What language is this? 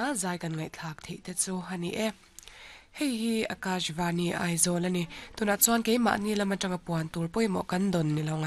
Mizo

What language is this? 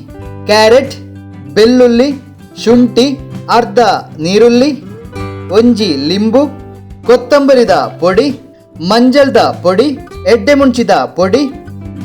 Tulu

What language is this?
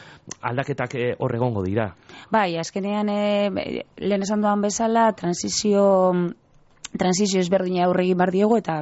Basque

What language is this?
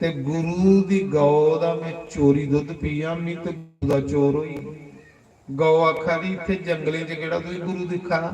Dogri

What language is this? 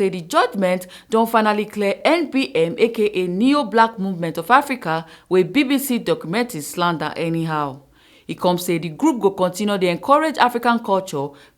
Nigerian Pidgin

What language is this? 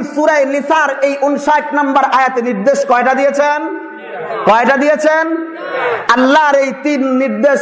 Bangla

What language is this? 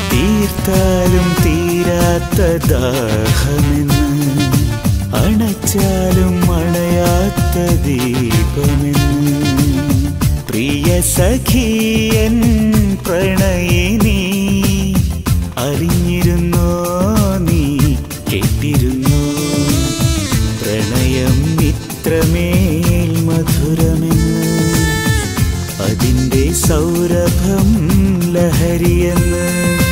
Malayalam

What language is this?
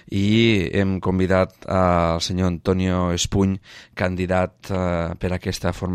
Catalan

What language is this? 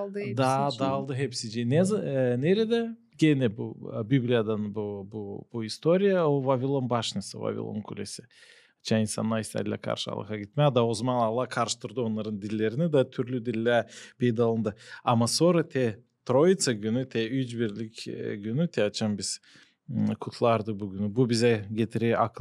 Gagauz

